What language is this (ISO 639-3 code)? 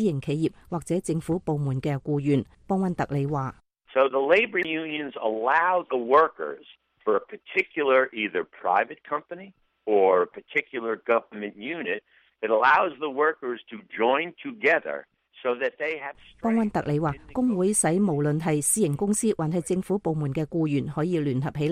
yue